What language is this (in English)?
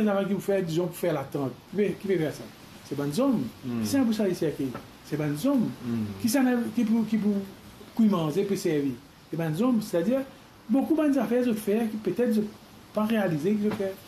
Morisyen